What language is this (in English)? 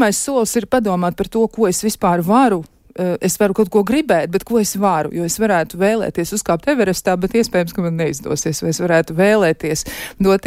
Latvian